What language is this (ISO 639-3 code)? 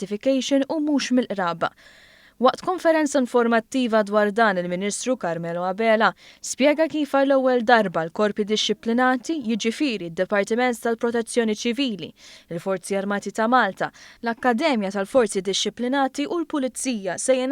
mlt